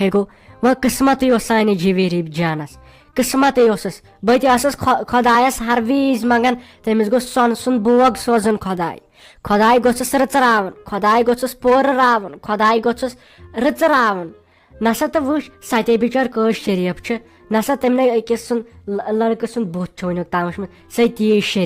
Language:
Kashmiri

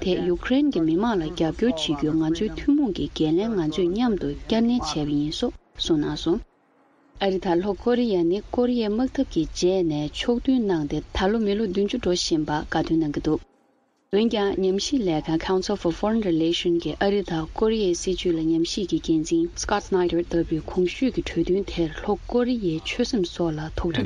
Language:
Tibetan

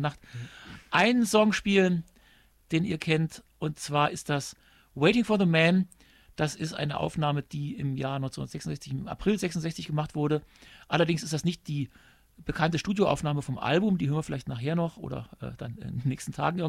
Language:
German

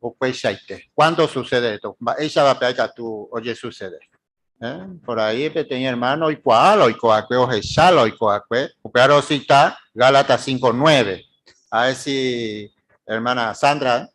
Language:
Guarani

